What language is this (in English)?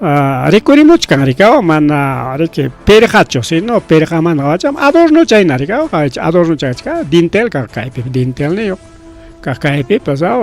Ayacucho Quechua